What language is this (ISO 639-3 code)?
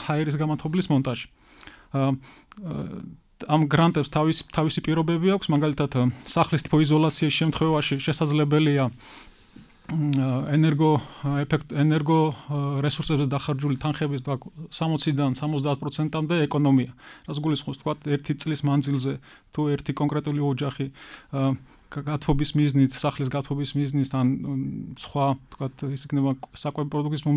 kat